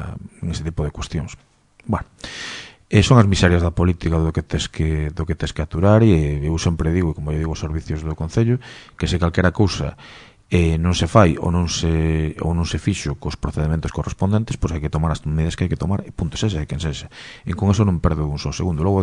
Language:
Galician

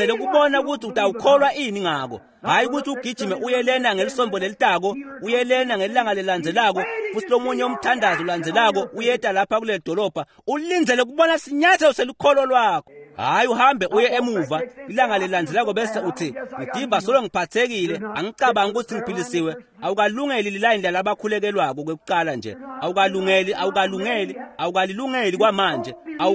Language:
Swati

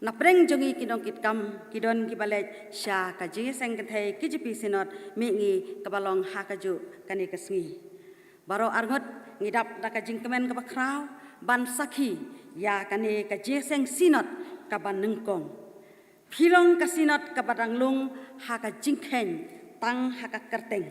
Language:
Khasi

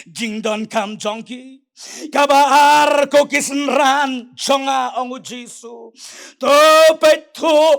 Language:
Khasi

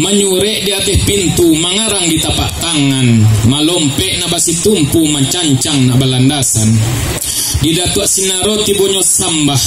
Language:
Minangkabau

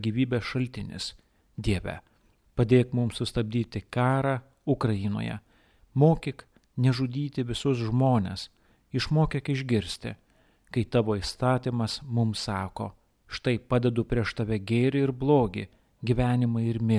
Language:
Lithuanian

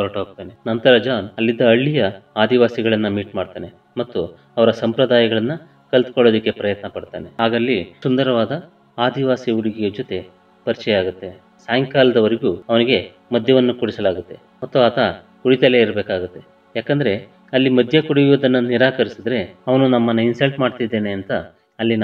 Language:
Kannada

